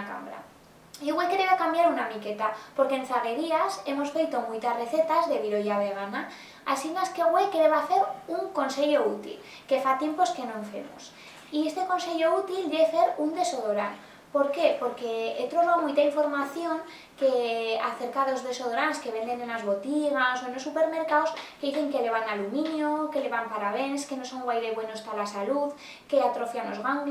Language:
Aragonese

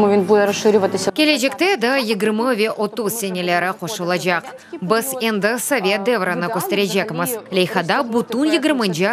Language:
Crimean Tatar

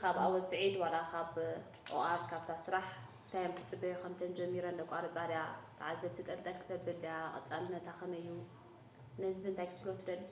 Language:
Tigrinya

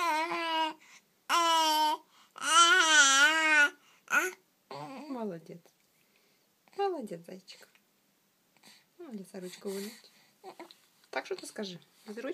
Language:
Russian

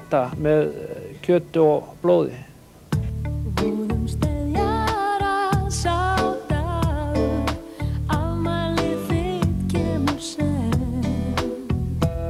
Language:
Icelandic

